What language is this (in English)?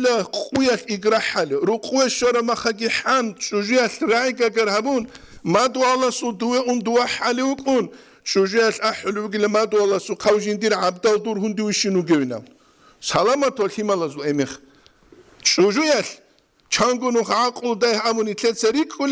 Avaric